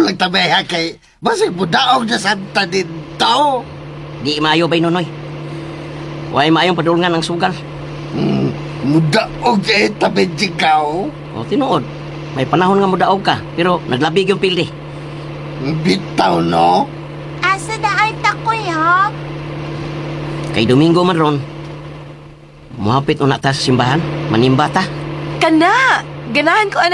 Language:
Cebuano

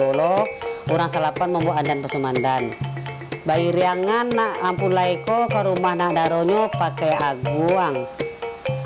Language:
Minangkabau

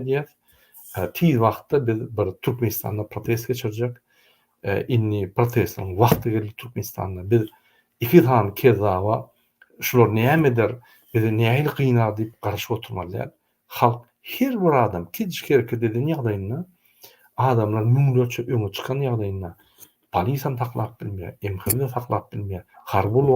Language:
Turkmen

